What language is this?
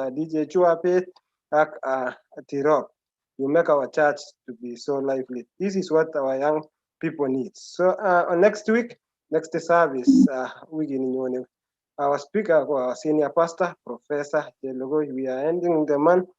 Kalenjin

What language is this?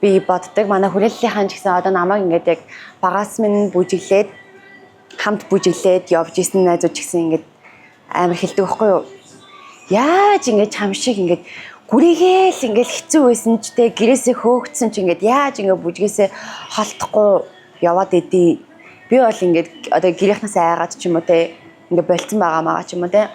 Mongolian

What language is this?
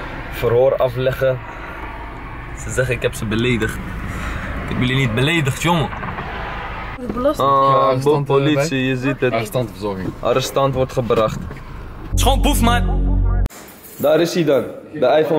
Dutch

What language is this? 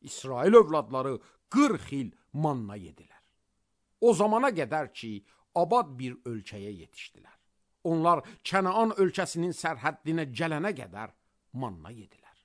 Azerbaijani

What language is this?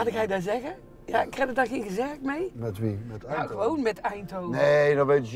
Limburgish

